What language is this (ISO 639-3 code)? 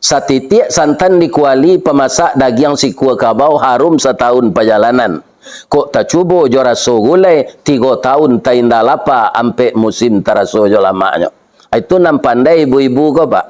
min